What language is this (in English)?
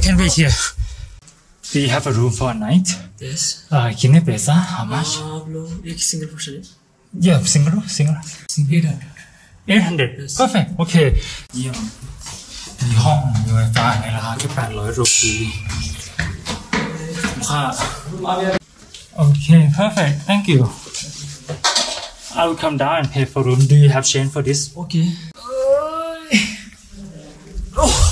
Thai